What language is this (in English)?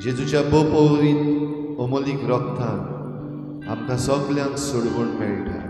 Konkani